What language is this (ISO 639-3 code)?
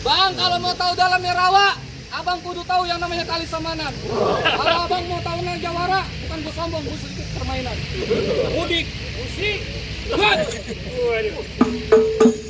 bew